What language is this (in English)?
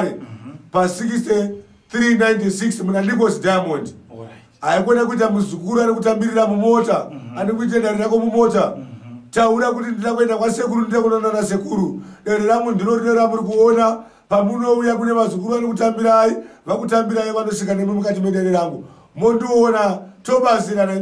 Shona